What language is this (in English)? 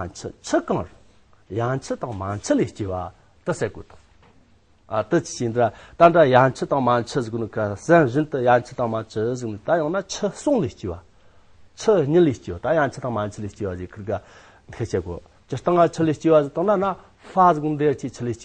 Amdo Tibetan